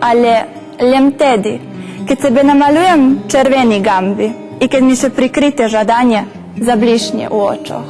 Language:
Rusyn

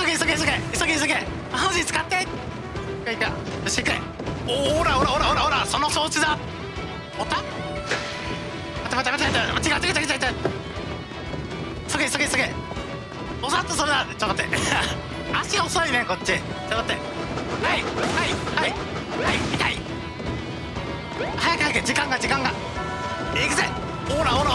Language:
Japanese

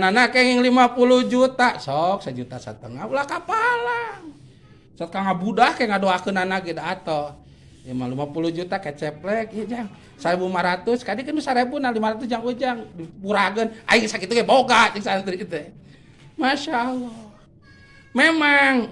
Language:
Sundanese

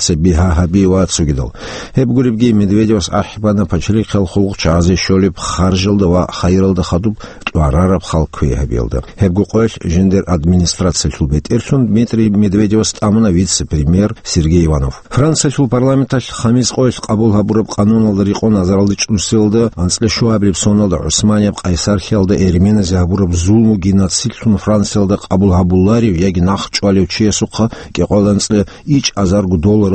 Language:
Avaric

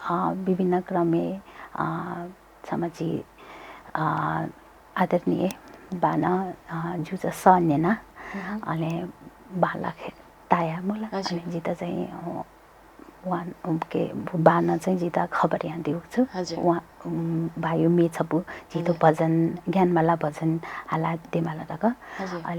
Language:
Newari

